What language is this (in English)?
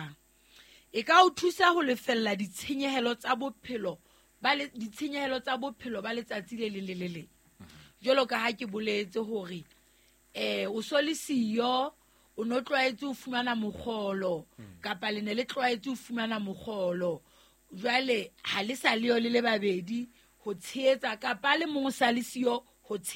Southern Sotho